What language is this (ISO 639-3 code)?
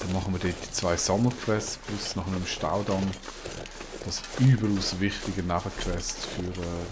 gsw